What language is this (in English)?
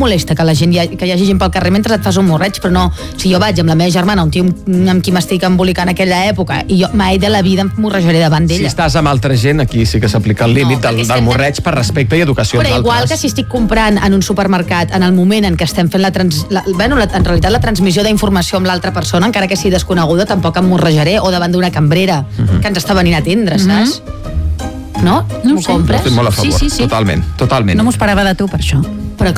Catalan